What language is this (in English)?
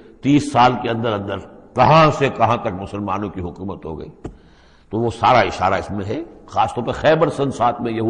Urdu